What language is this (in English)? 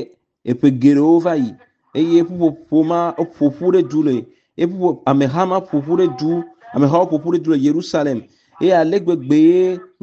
Ewe